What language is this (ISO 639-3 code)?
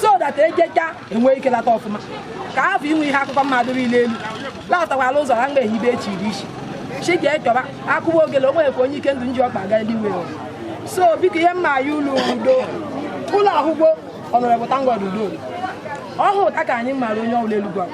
ibo